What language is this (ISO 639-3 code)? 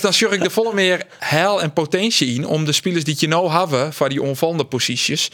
fry